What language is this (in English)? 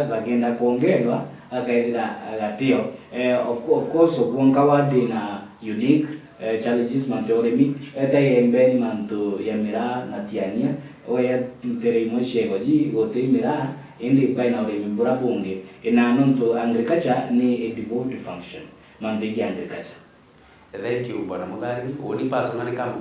Meru